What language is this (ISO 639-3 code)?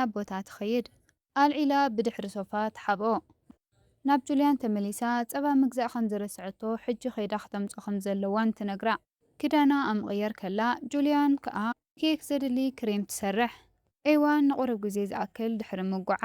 tir